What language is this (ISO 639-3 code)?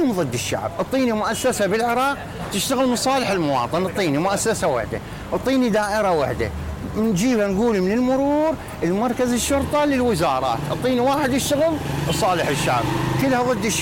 acm